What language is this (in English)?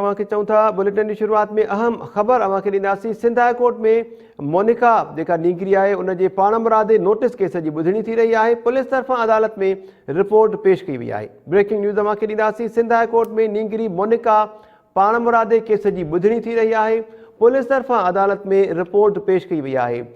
Sindhi